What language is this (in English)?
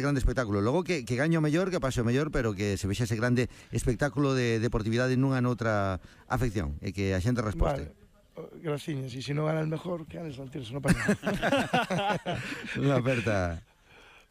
Galician